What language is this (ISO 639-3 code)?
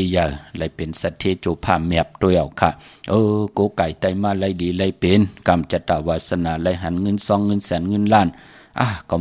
shn